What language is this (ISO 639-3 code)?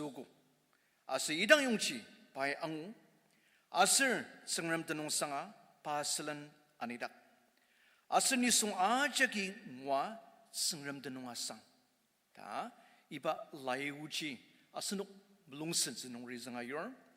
njo